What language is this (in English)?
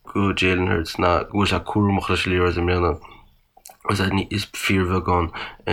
Irish